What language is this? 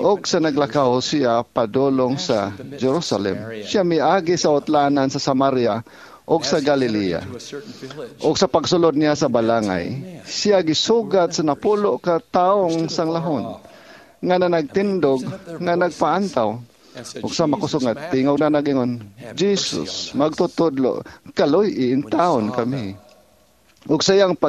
Cebuano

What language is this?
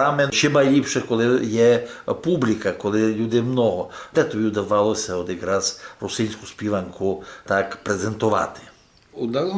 Rusyn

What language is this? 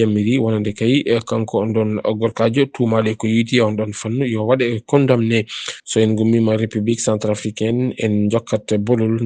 Fula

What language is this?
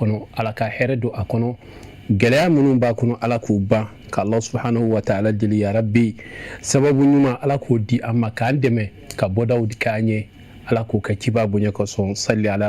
Bambara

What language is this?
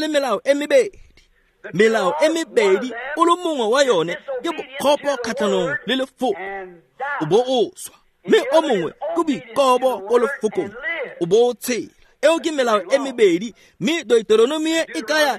Tswana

